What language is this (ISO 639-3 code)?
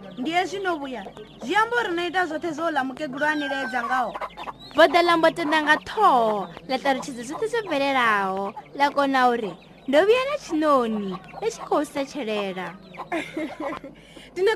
ven